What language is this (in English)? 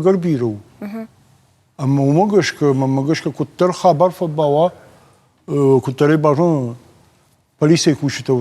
Ossetic